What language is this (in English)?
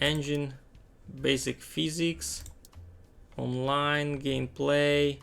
Rusyn